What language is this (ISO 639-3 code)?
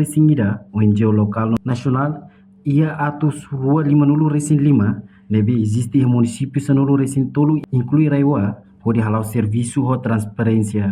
tet